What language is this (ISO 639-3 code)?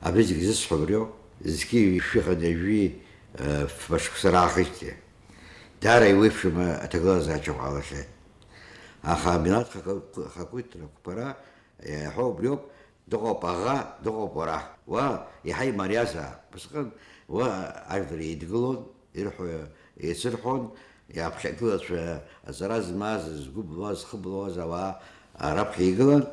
abk